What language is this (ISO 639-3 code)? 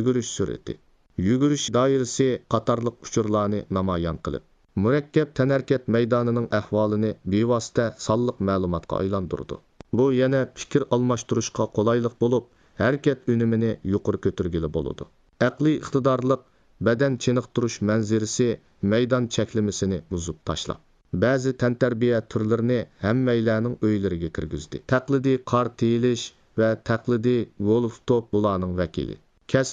uig